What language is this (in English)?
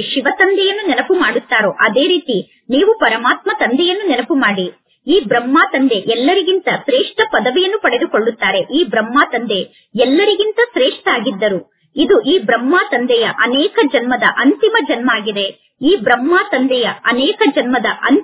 Kannada